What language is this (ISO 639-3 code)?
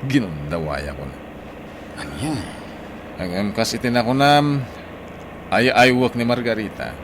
ilo